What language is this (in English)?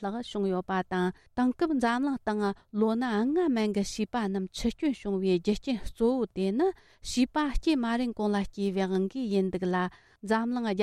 Tibetan